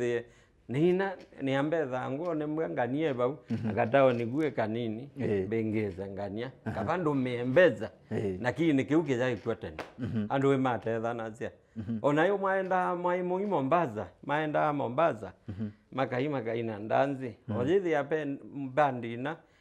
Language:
Kamba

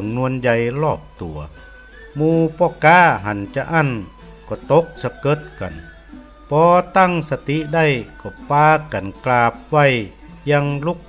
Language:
Northern Thai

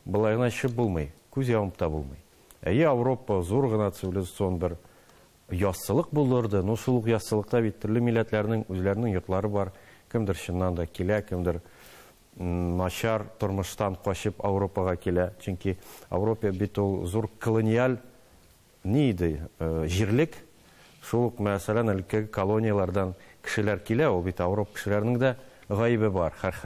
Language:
Tatar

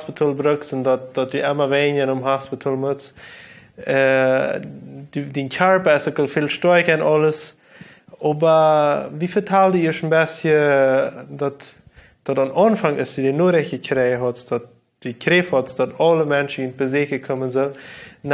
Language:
Plautdietsch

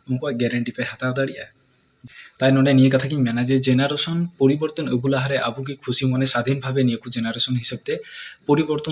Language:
Santali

